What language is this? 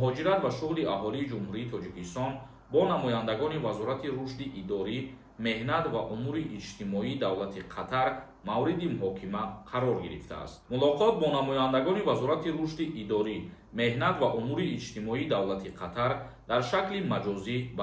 Tajik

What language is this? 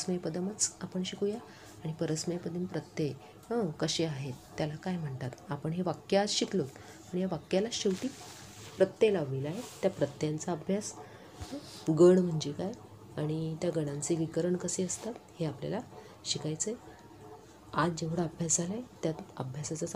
Marathi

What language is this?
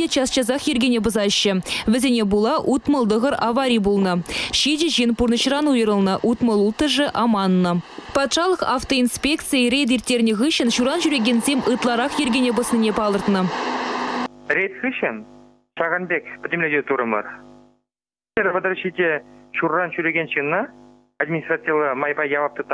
Chuvash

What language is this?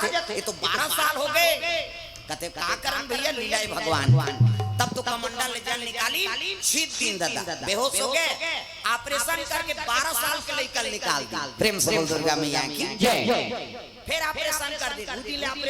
Chhattisgarhi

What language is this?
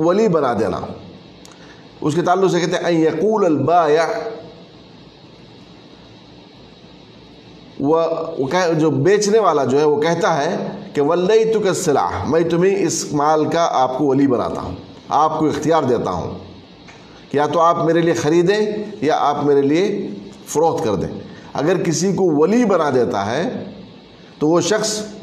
Urdu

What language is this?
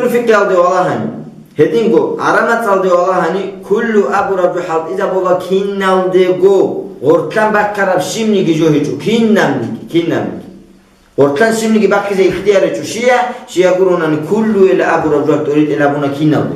Avaric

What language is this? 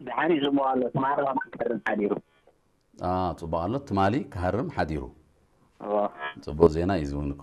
Tigrinya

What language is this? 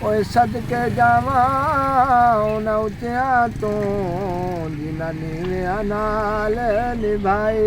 Saraiki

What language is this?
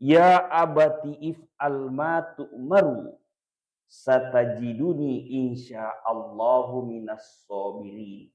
Buginese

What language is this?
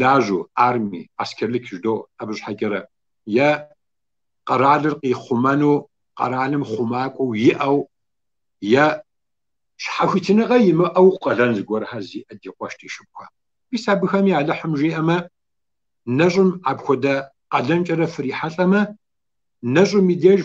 Kabardian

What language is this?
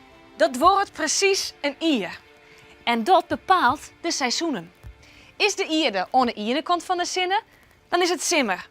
Western Frisian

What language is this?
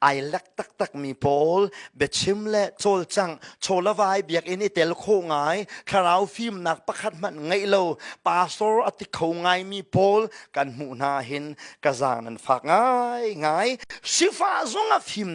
Hakha Chin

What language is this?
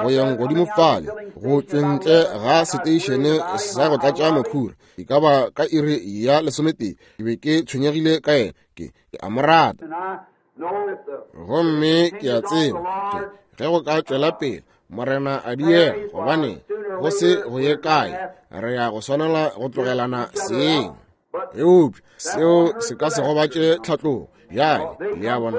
Northern Sotho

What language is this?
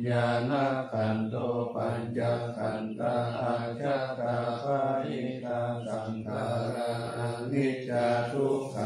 Pali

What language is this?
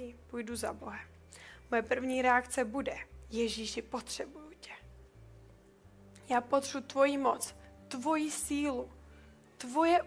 Czech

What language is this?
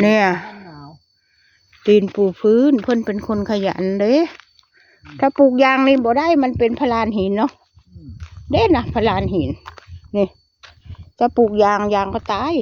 Lao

